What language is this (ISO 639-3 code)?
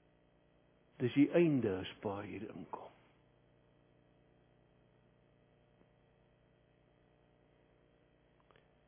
afr